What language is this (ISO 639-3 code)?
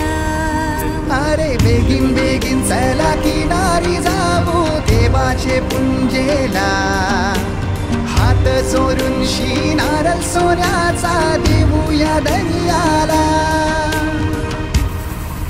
mar